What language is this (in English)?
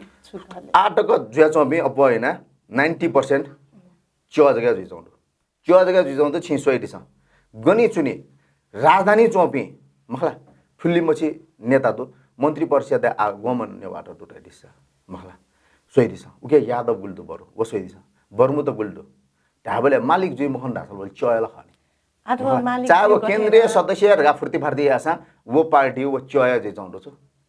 Newari